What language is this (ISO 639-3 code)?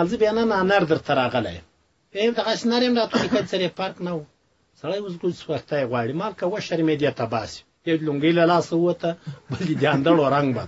pus